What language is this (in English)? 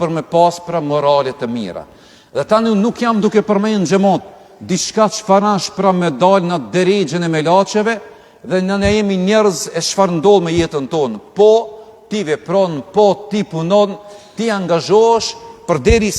Albanian